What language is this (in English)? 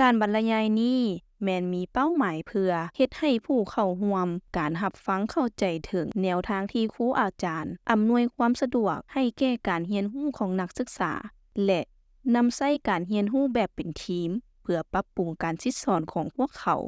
Lao